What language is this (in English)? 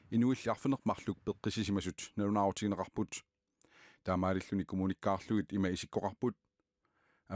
Kalaallisut